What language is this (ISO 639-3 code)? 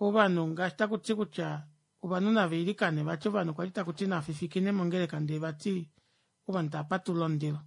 kua